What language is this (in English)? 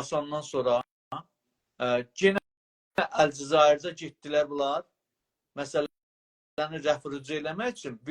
South Azerbaijani